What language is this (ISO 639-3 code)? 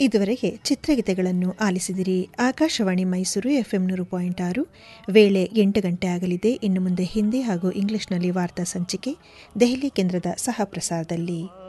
kan